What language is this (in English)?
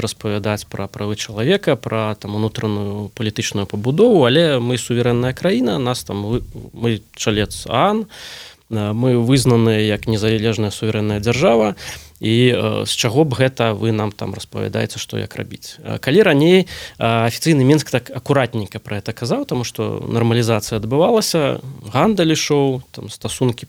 Belarusian